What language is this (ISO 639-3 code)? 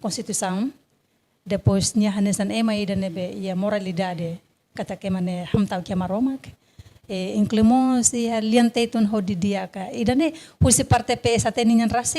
tet